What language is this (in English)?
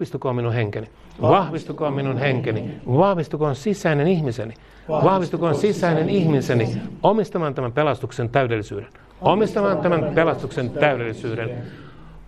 Finnish